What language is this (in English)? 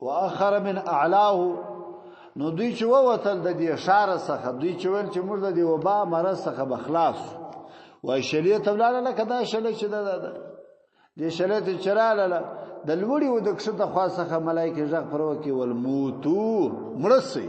Pashto